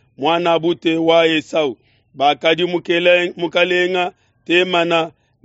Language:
Luba-Lulua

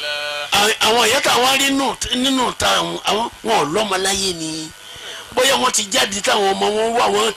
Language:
Yoruba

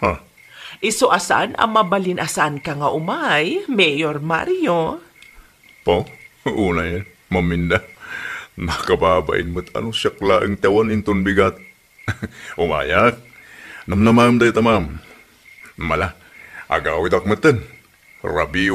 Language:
Iloko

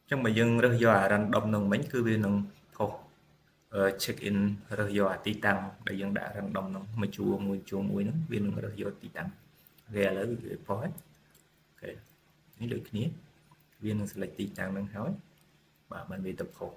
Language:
Khmer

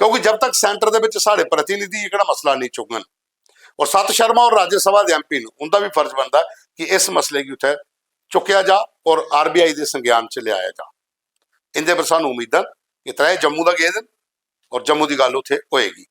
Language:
Dogri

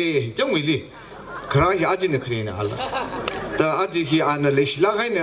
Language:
Tangkhul Naga (India)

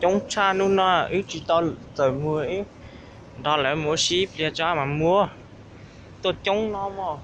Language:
Hmong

